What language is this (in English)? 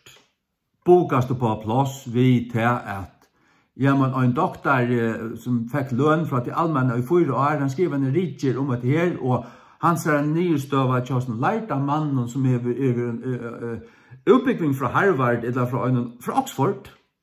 Faroese